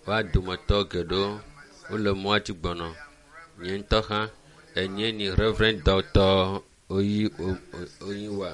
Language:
Ewe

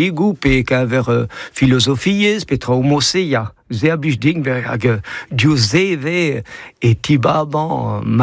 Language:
Breton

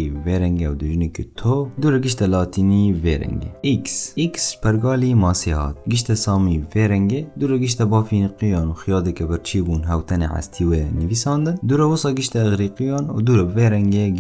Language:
Kurdish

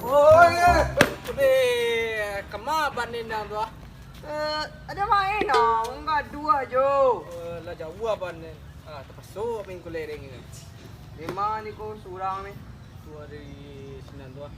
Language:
Minangkabau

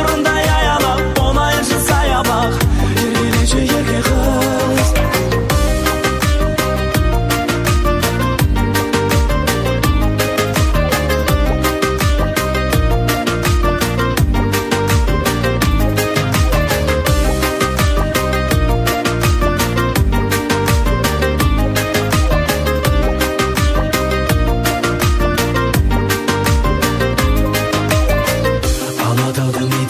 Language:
Kazakh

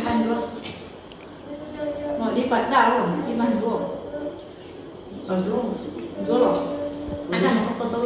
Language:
Vietnamese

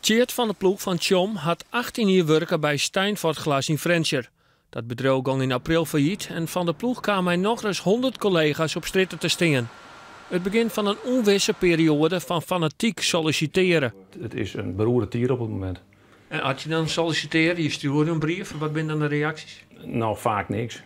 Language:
Western Frisian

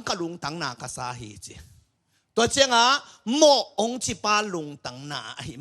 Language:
Tedim Chin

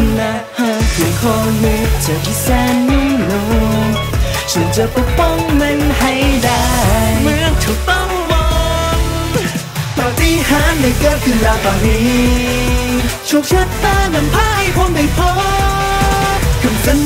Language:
Thai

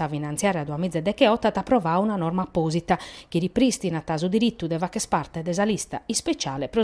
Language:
Sardinian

